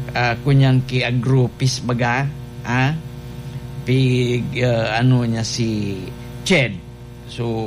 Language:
Bikol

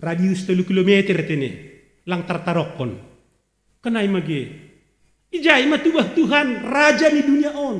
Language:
Batak Simalungun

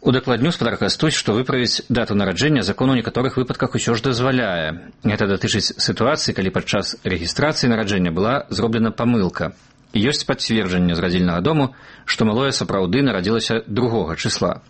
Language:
Belarusian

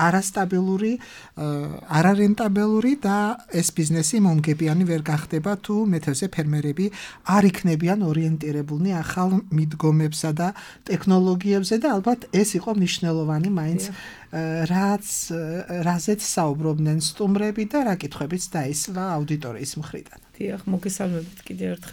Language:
Georgian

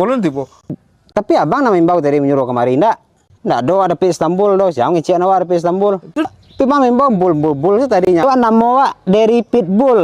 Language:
Minangkabau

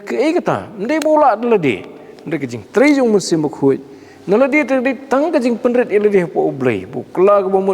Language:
Khasi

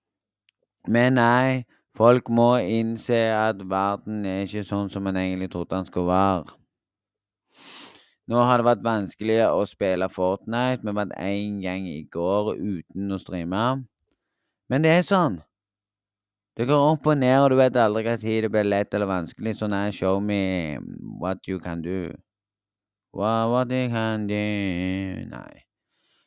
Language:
Norwegian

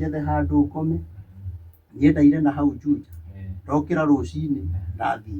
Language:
Kikuyu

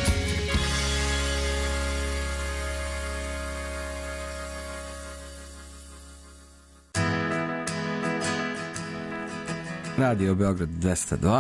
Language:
Serbian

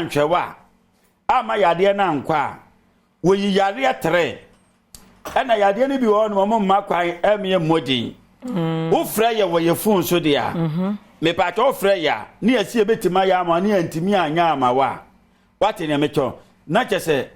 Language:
Akan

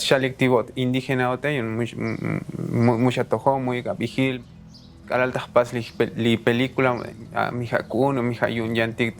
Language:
Tzotzil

